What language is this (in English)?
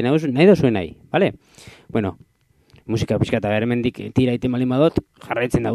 Basque